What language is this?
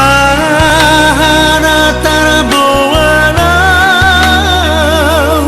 Batak Toba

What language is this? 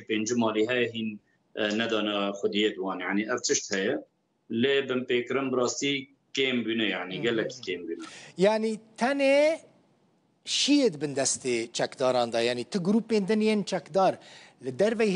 Kurdish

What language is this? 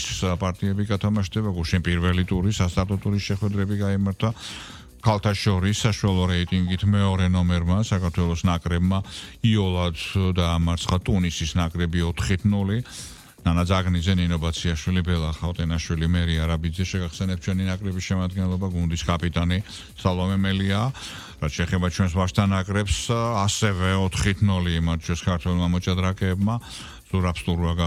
Georgian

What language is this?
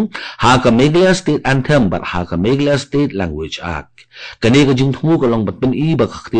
Khasi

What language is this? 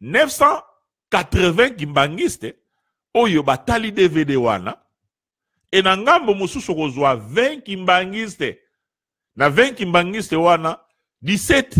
Lingala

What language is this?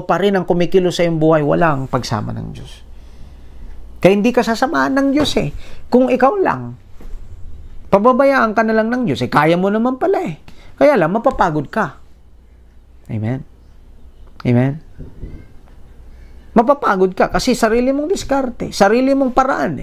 Filipino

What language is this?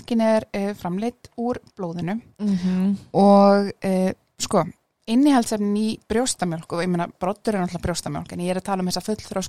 Icelandic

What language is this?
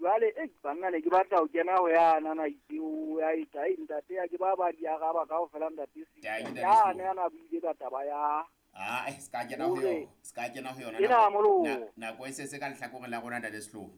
Southern Sotho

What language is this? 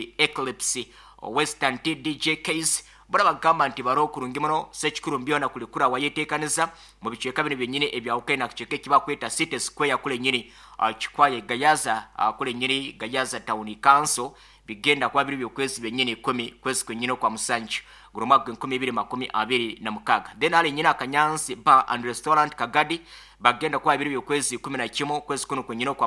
Nyoro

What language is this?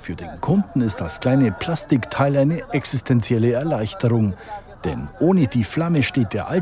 German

